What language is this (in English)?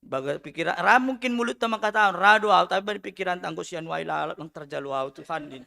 Batak Simalungun